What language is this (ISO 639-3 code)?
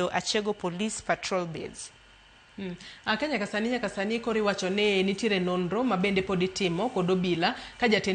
luo